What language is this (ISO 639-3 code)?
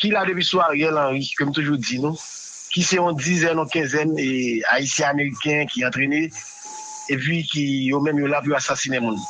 hat